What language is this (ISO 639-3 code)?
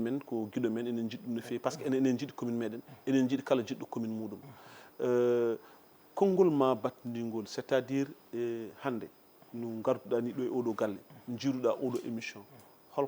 ful